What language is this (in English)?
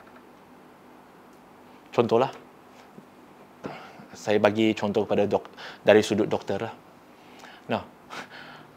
Malay